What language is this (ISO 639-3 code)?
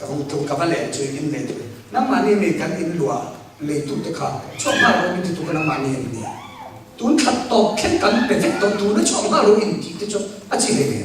cfm